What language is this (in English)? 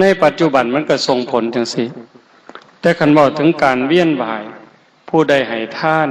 Northeastern Thai